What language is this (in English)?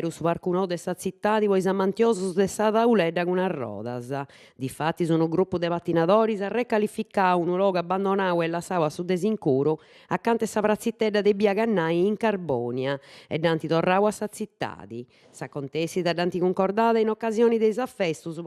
Sardinian